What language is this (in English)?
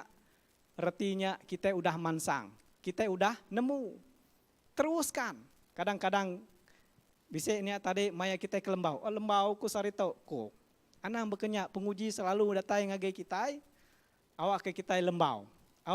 Iban